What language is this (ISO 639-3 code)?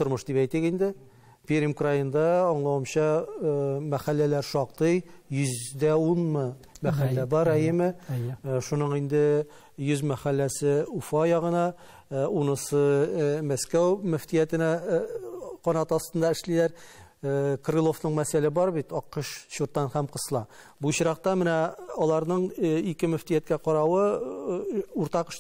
tat